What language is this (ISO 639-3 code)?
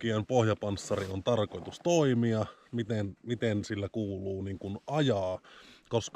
fin